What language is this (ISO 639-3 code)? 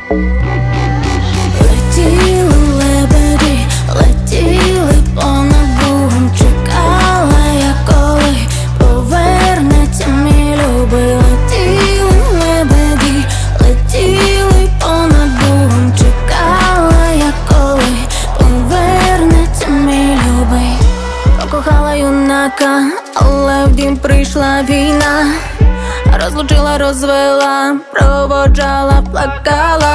ukr